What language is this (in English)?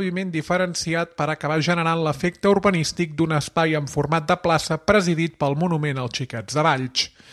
Catalan